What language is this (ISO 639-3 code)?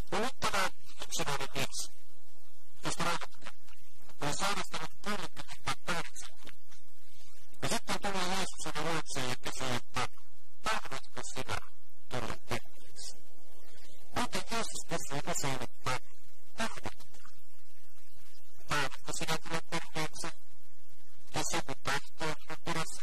fin